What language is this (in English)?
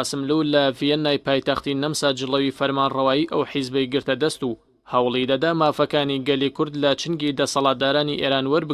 Central Kurdish